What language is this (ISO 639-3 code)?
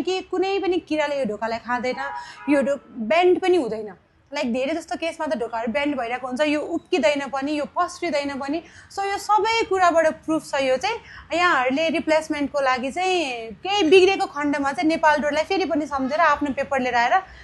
nep